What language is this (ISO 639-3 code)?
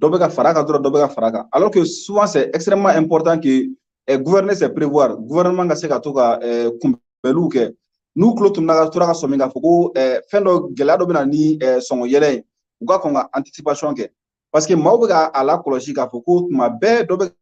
bam